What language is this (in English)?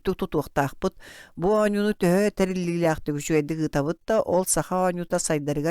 Yakut